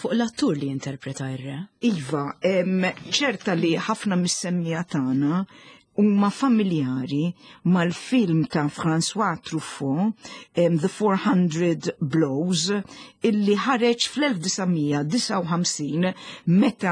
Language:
Maltese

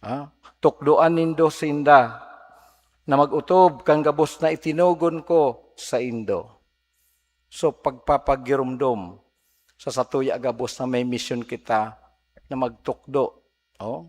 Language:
Bikol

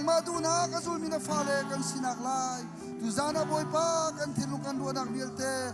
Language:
Hakha Chin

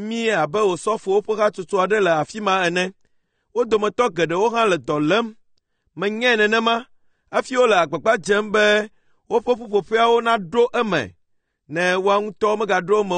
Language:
Ewe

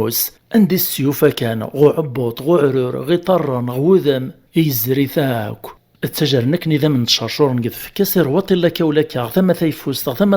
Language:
Kabyle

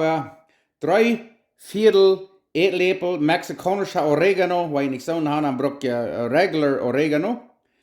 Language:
Plautdietsch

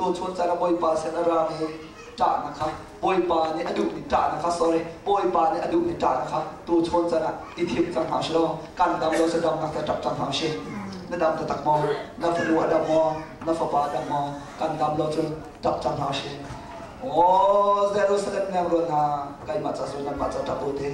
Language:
Hakha Chin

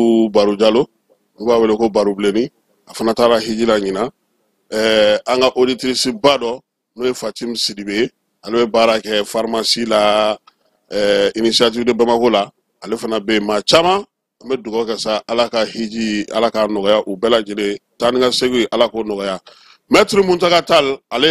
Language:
Bambara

